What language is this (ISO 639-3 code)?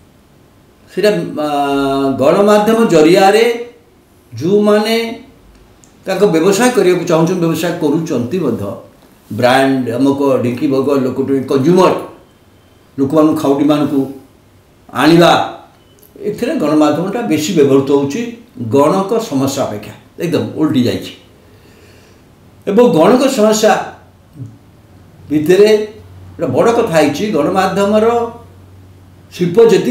ori